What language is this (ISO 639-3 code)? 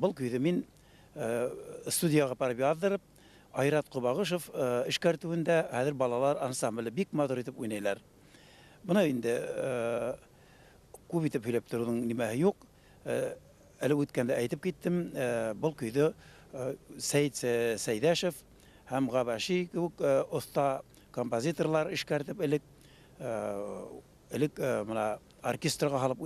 bak